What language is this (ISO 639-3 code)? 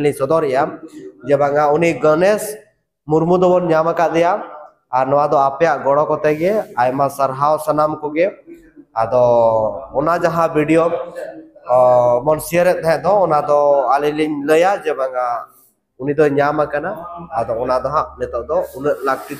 sat